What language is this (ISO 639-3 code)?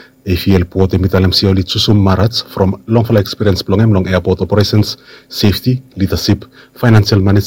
bis